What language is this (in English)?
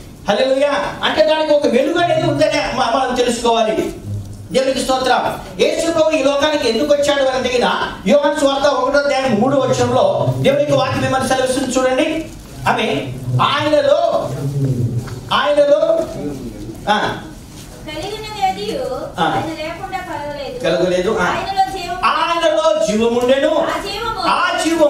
Telugu